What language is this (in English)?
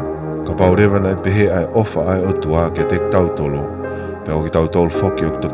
Tongan